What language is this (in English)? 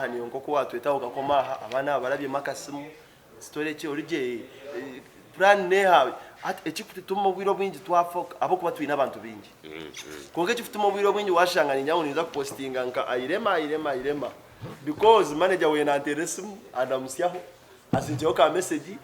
Nyankole